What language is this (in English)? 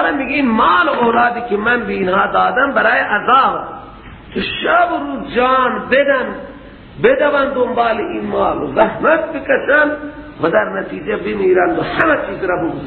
Persian